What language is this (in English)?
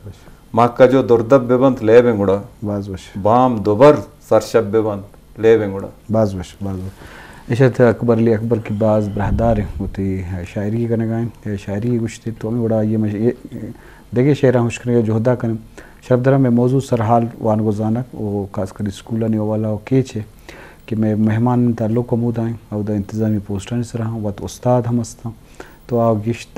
Eastern Balochi